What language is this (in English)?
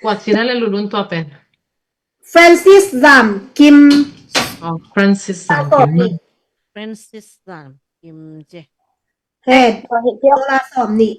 Tedim Chin